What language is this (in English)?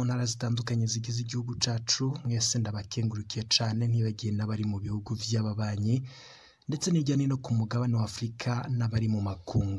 Rundi